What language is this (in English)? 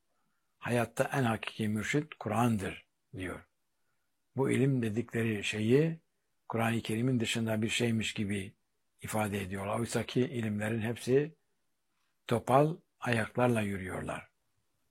Turkish